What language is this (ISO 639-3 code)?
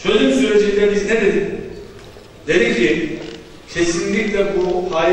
tur